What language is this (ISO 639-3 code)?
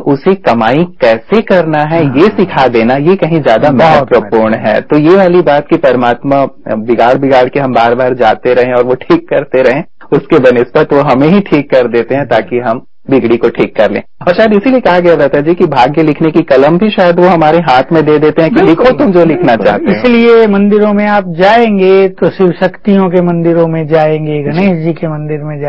hin